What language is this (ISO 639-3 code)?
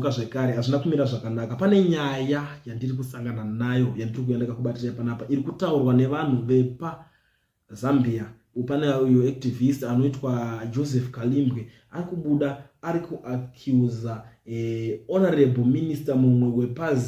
sna